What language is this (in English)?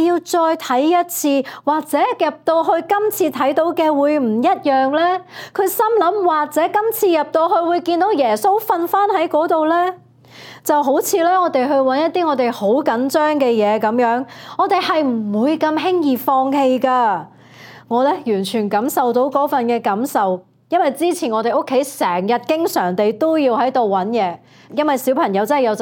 Cantonese